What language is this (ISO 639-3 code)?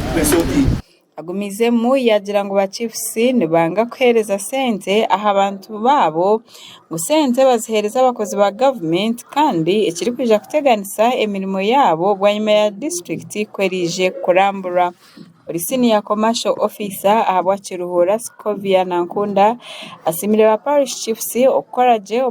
nyn